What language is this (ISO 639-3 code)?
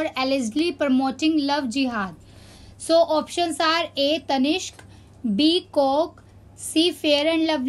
eng